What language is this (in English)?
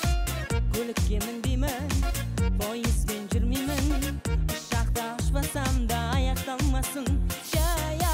Kazakh